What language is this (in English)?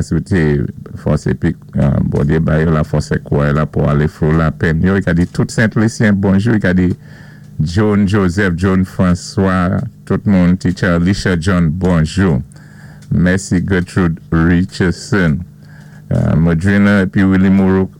Saint Lucian Creole French